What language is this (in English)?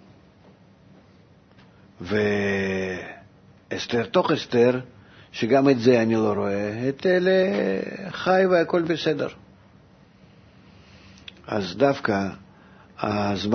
Hebrew